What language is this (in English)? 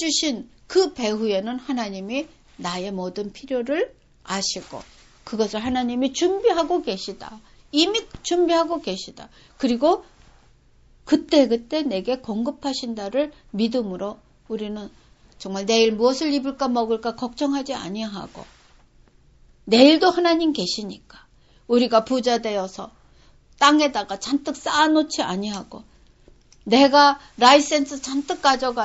Korean